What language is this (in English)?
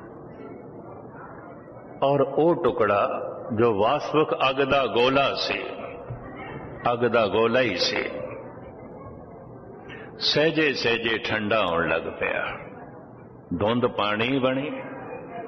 Punjabi